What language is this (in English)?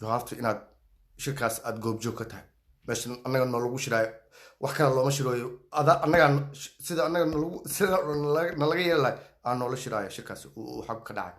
Somali